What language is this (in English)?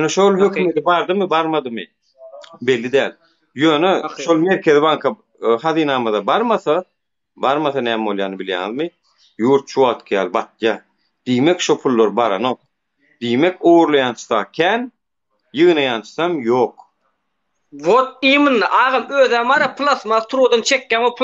Turkmen